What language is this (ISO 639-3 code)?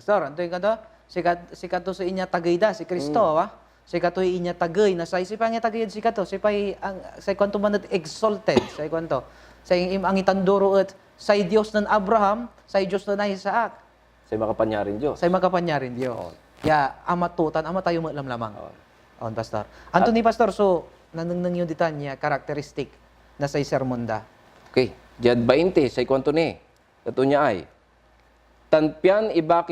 pag